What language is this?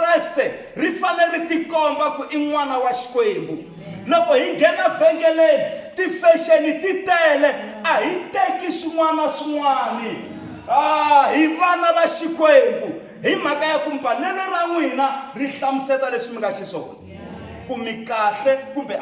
Tsonga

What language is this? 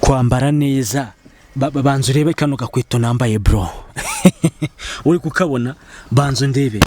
Kinyarwanda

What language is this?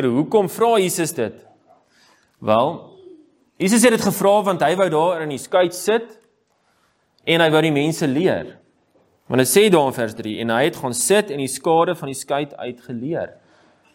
Afrikaans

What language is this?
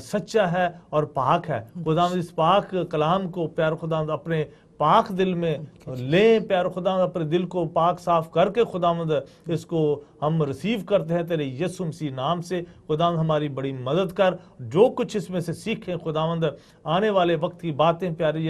Urdu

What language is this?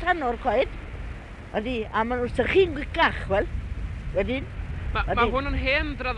Welsh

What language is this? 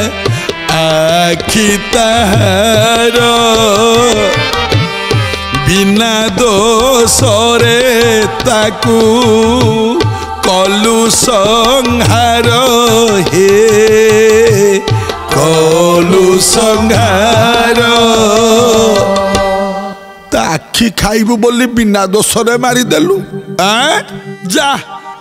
Odia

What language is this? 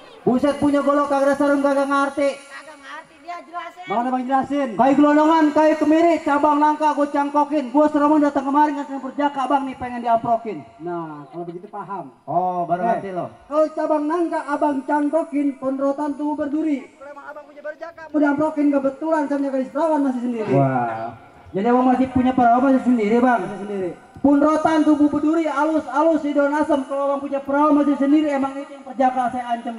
Betawi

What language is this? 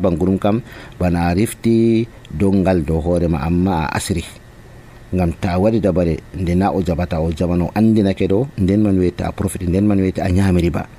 Nigerian Fulfulde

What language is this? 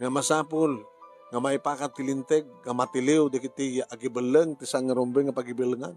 Iloko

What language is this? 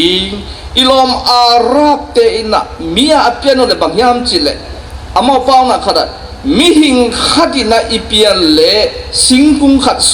Tedim Chin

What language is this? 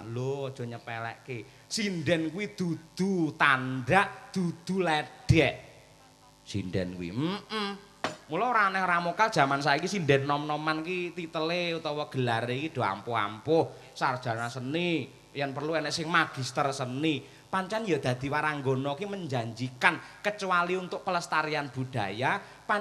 Javanese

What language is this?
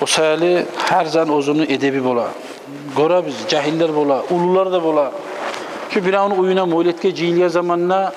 Kumyk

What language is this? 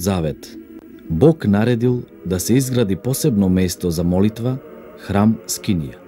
Macedonian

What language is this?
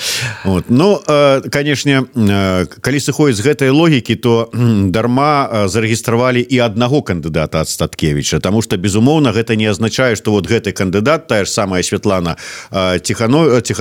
Belarusian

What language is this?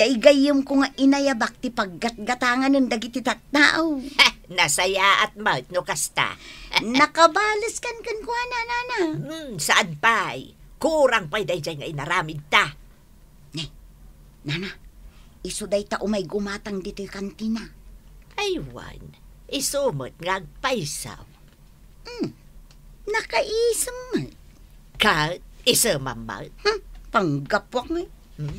Iloko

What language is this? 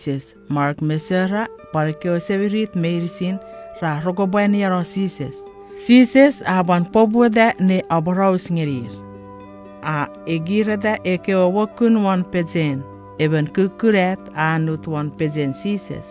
Chuukese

